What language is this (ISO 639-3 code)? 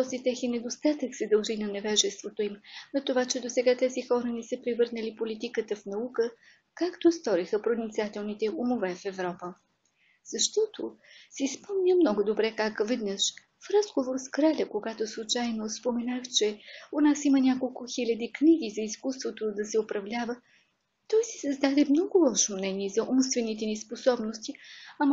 bul